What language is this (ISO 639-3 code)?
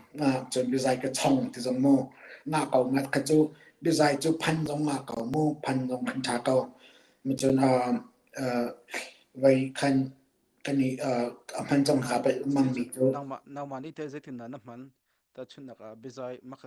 cnh